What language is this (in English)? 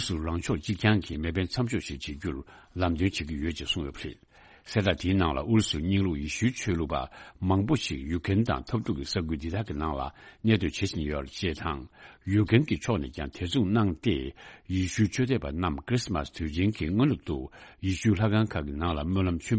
Tibetan